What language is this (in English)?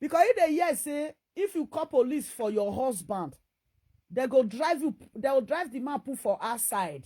Nigerian Pidgin